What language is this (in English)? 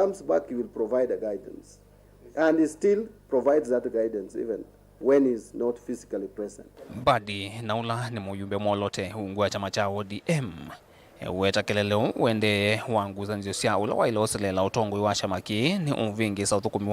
Kamba